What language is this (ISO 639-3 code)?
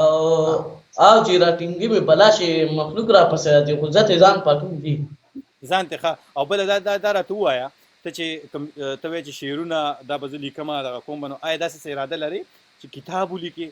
pus